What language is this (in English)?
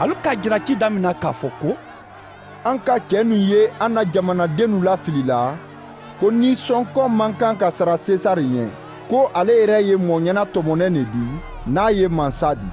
Mandingo